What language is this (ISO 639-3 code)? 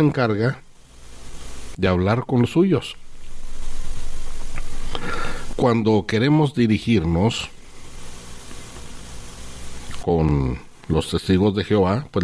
spa